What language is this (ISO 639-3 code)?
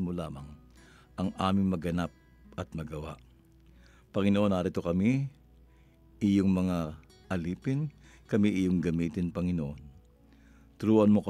fil